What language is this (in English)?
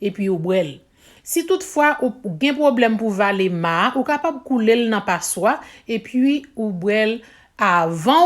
Haitian Creole